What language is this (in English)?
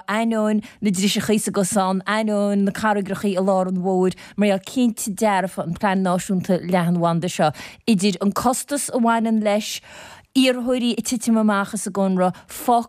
Irish